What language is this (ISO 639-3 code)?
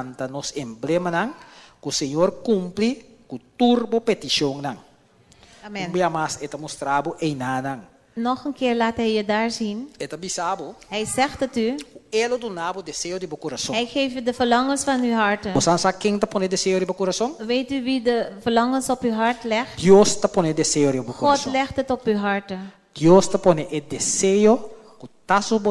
pap